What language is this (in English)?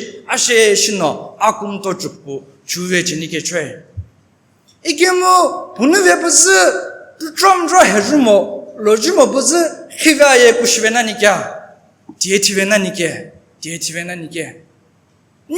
Sumi Naga